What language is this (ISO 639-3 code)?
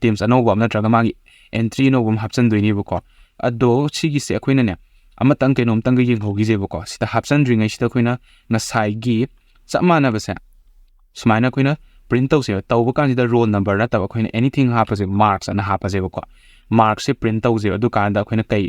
mni